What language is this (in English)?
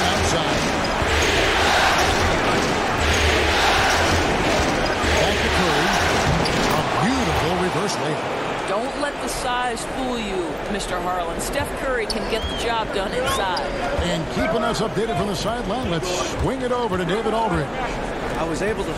English